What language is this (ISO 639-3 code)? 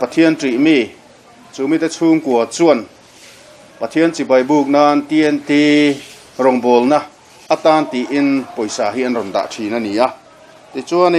lus